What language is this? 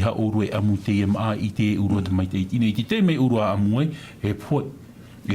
Tahitian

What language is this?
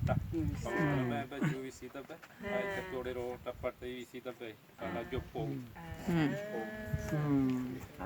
Guarani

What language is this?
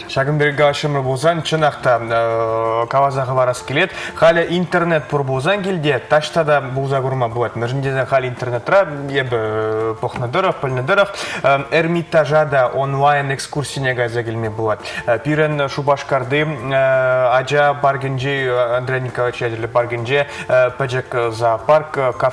Chuvash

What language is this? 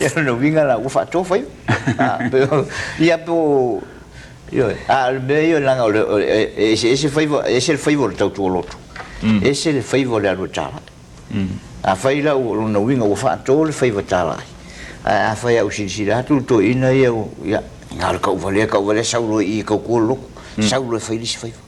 Samoan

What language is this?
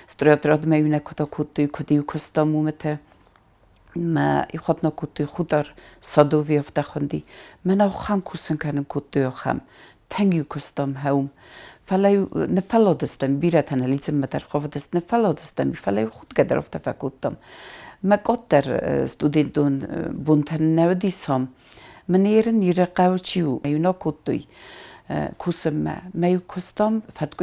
Ossetic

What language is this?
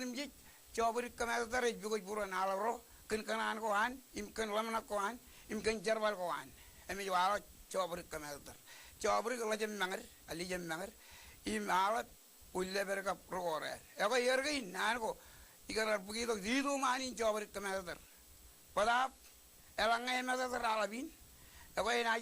Marshallese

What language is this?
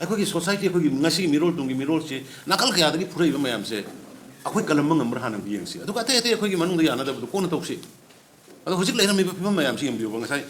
Manipuri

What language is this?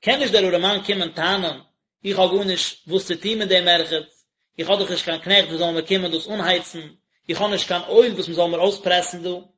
Yiddish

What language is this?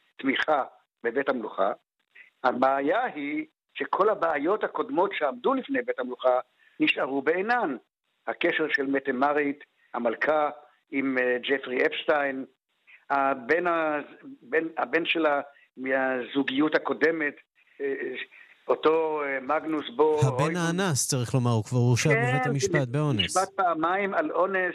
Hebrew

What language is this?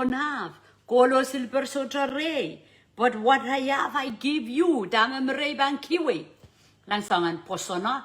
Pohnpeian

